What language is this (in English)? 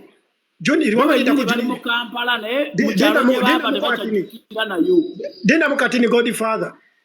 Ganda